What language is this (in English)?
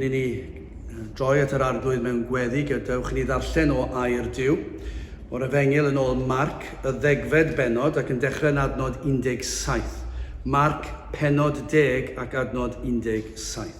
Welsh